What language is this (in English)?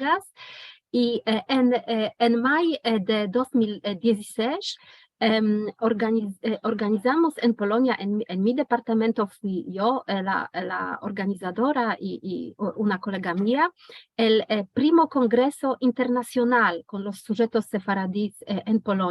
Ladino